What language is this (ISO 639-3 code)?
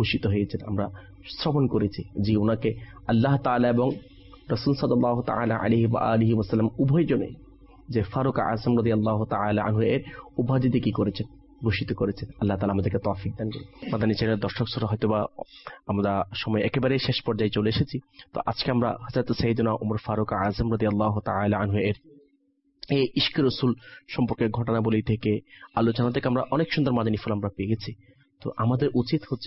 ben